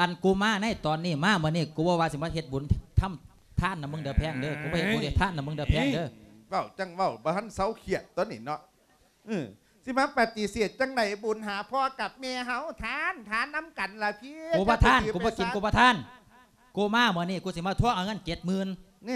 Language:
Lao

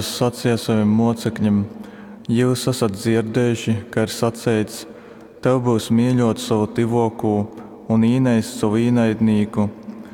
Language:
Latgalian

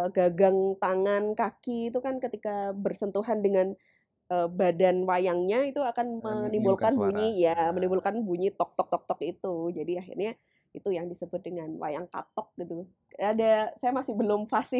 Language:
Indonesian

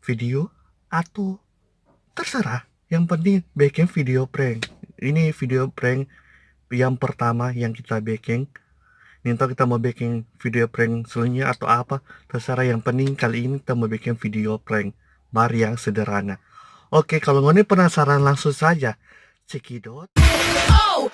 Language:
Manado Malay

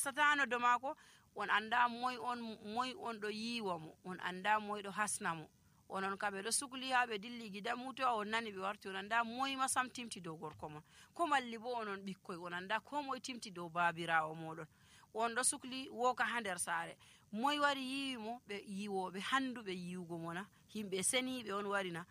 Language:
Nigerian Fulfulde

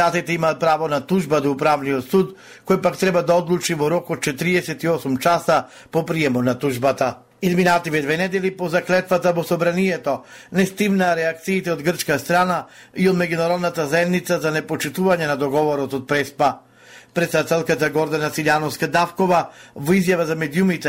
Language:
Macedonian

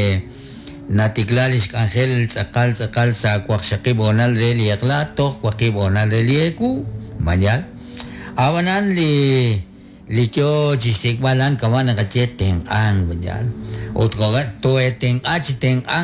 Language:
Kekchí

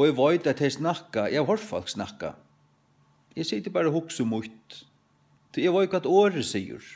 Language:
Faroese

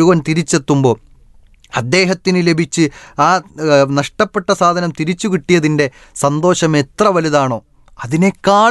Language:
Malayalam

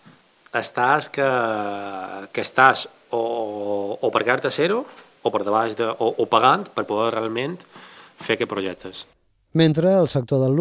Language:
Catalan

